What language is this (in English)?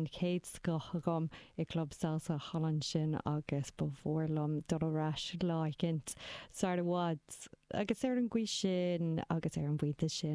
Irish